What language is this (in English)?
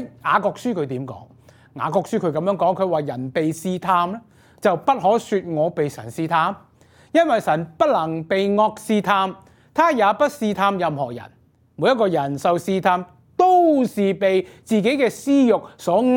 Cantonese